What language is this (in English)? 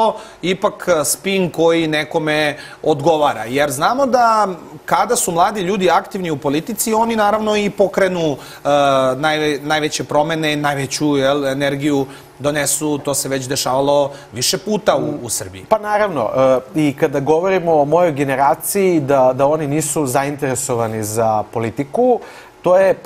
Serbian